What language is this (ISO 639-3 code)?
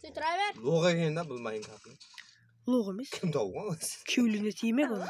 kaa